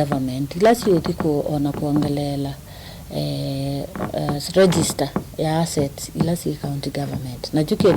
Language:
Kamba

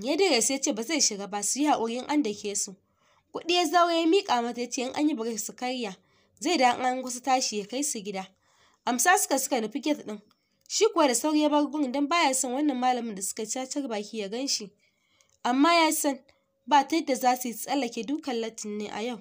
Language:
Hausa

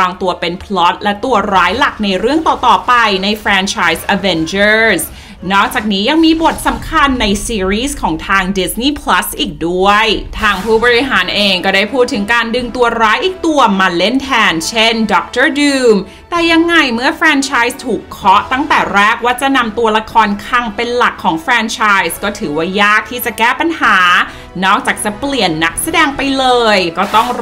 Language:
Thai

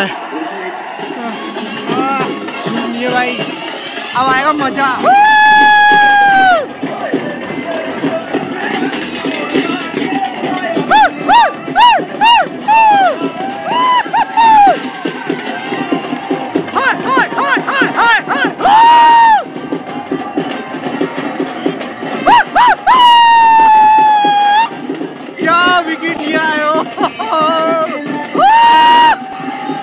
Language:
Hindi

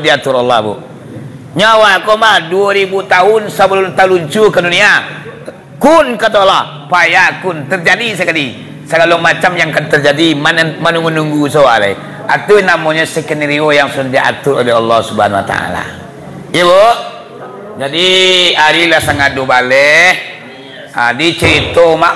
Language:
Minangkabau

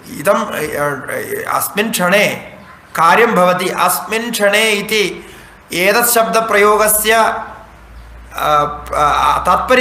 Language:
Sanskrit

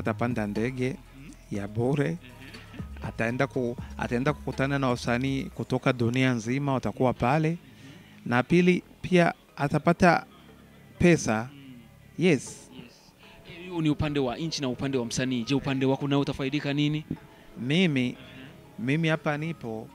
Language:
Swahili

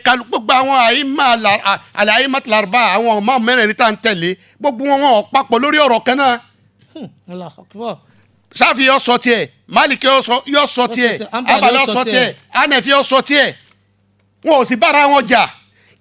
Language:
Yoruba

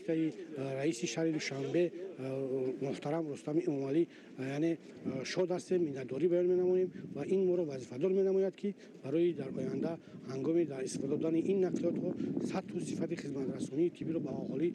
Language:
Tajik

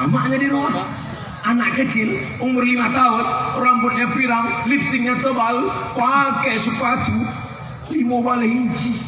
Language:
Minangkabau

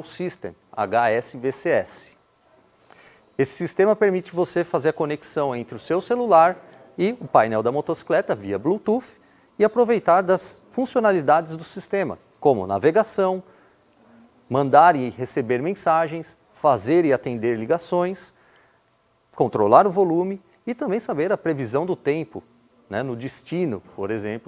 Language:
Portuguese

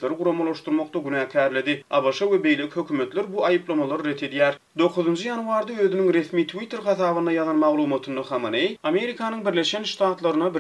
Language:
Turkmen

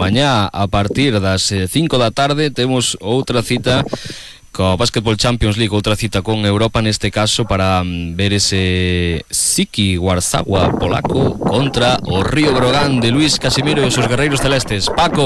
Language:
Galician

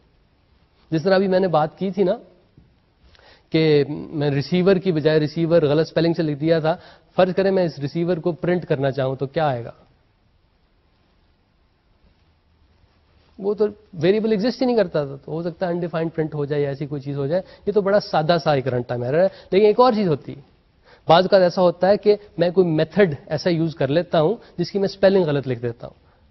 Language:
Urdu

